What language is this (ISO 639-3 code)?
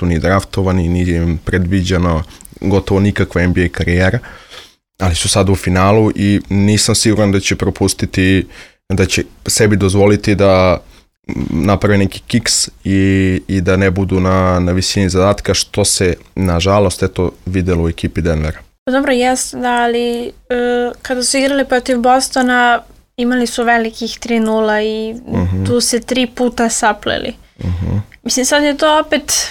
srp